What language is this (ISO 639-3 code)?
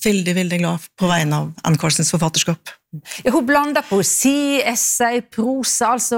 nor